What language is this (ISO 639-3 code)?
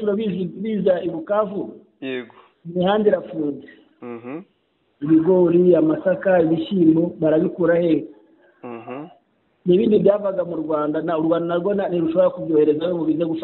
kin